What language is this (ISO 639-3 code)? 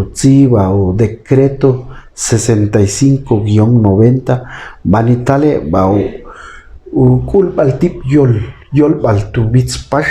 ixl